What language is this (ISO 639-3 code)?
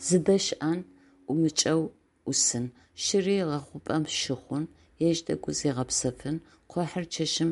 ady